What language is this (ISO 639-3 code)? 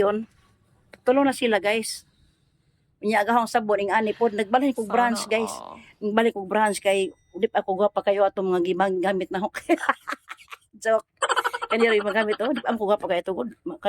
ceb